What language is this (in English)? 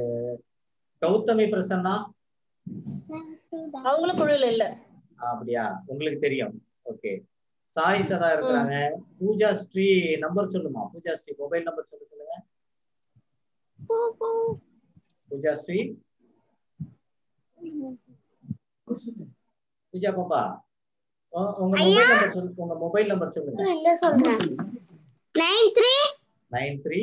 Tamil